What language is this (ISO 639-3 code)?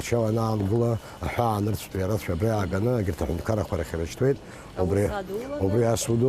abk